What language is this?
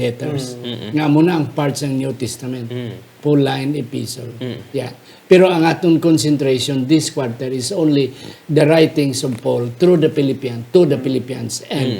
Hiligaynon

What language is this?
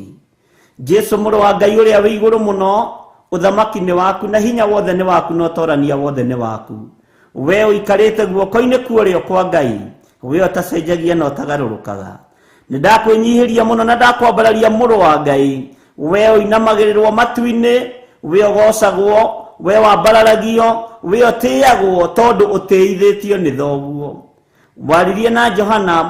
Kikuyu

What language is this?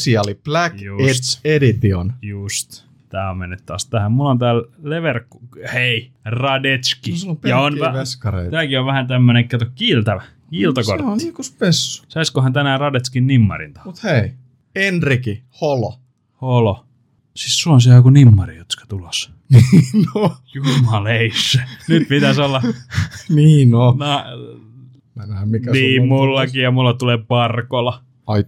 Finnish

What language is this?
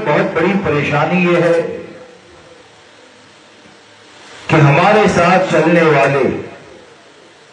Urdu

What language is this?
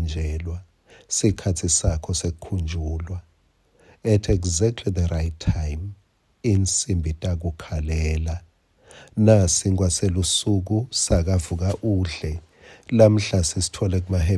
Swati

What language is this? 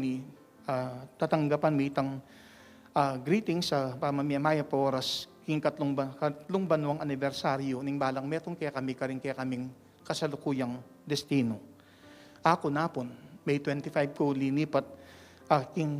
Pampanga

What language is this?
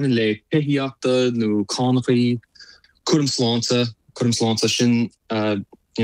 Irish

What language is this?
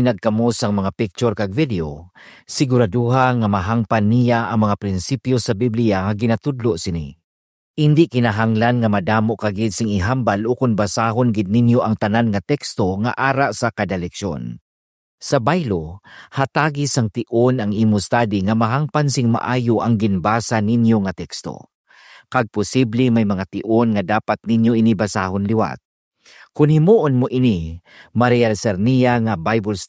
Hiligaynon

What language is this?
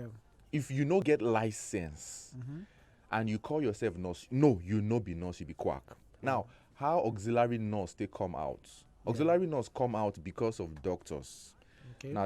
Nigerian Pidgin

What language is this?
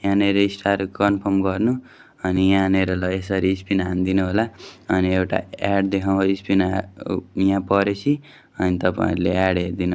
Nepali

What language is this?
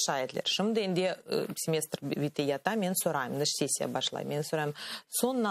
Crimean Tatar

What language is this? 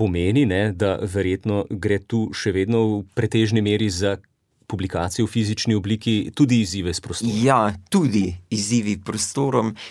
Slovenian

